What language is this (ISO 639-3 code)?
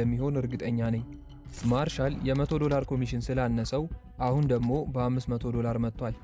amh